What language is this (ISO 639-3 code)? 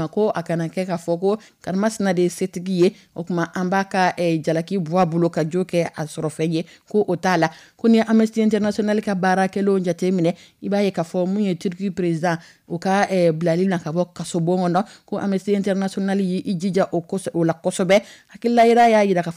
dyu